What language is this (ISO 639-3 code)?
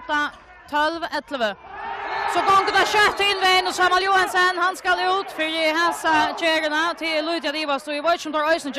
fao